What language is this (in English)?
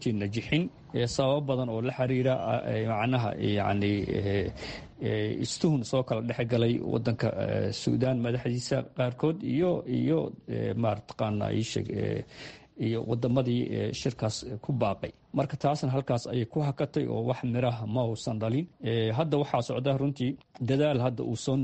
Somali